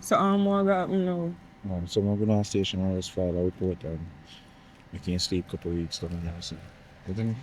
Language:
Jamaican Creole English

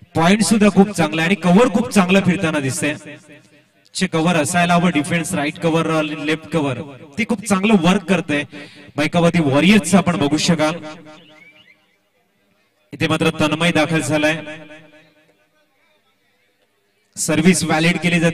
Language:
Marathi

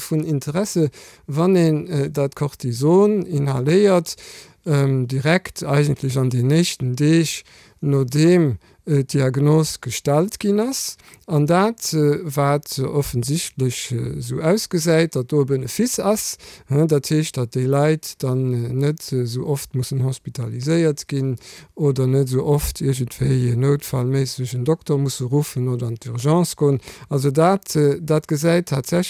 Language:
Luxembourgish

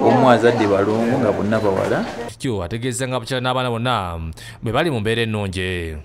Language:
Ganda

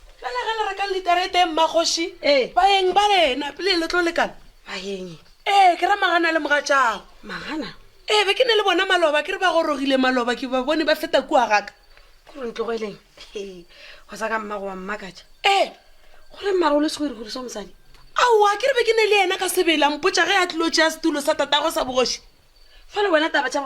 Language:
Northern Sotho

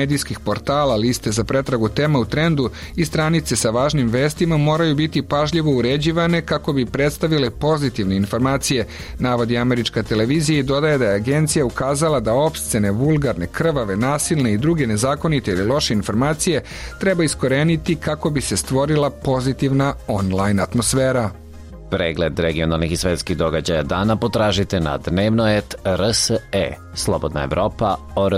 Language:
Serbian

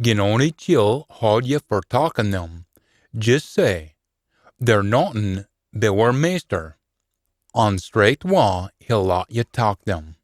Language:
Scots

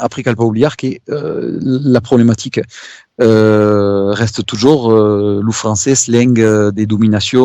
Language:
Occitan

